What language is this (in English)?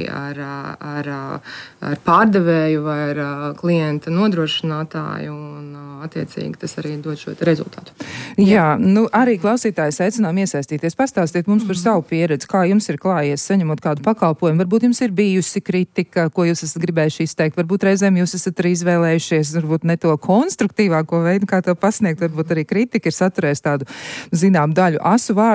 Latvian